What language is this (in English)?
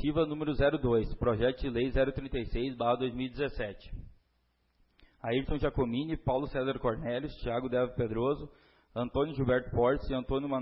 Portuguese